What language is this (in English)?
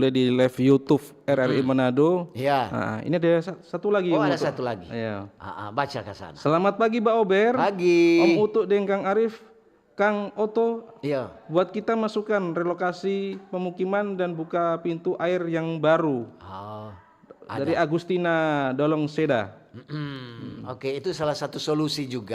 Manado Malay